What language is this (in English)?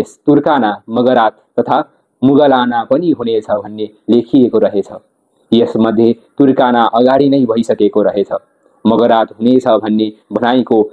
Nepali